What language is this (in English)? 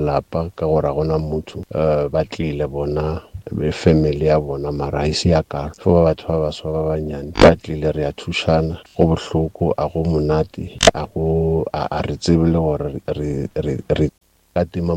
Northern Sotho